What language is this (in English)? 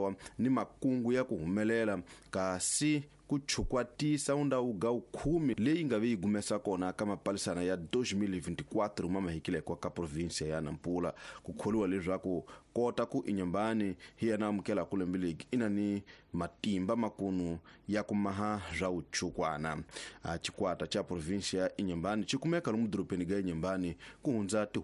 Tsonga